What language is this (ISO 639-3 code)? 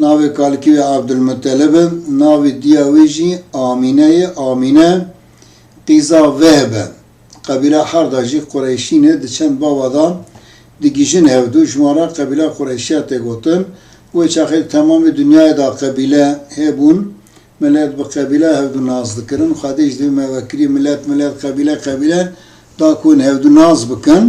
kur